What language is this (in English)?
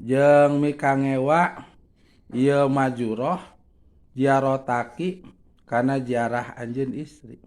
Sundanese